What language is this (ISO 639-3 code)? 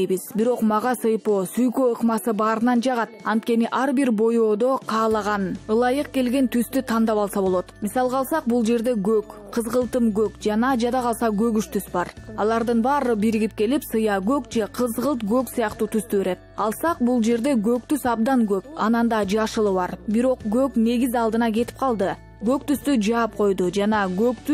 kir